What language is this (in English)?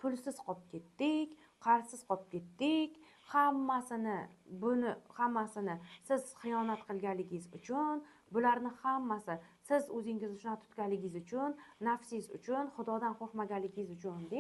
Uzbek